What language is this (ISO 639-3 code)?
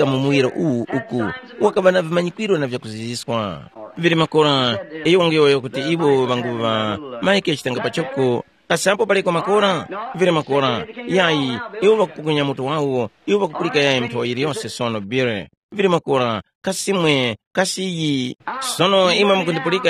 tum